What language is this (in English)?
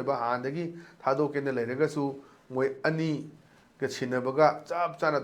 Manipuri